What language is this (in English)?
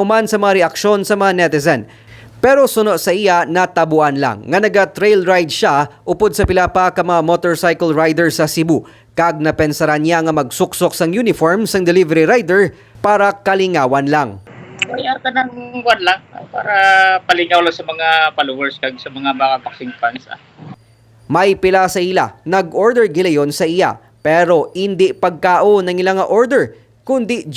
Hiligaynon